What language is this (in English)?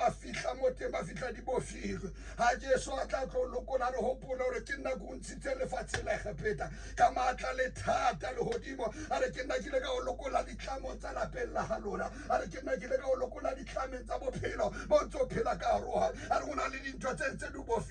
Southern Sotho